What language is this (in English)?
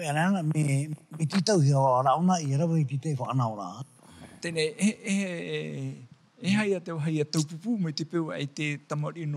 Tahitian